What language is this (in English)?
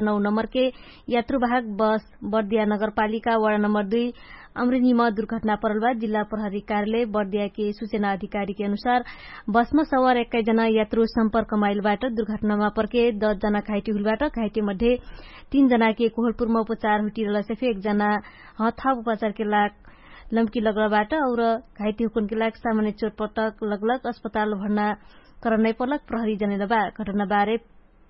Dangaura Tharu